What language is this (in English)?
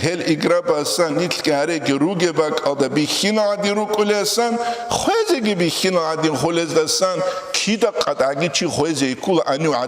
Avaric